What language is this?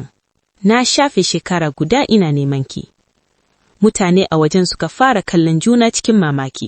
Hausa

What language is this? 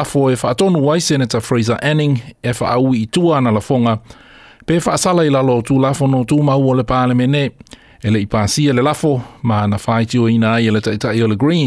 Samoan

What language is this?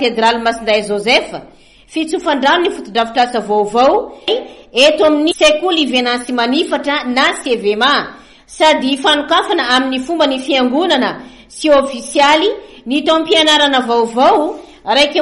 Malagasy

